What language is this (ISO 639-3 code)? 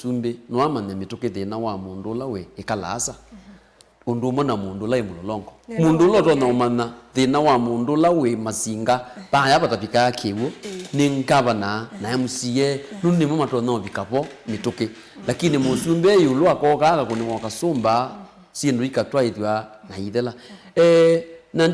kam